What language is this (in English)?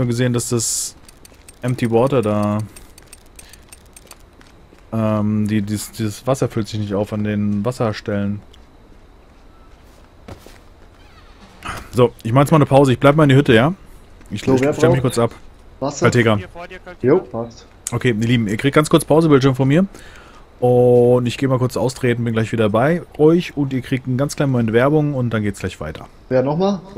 German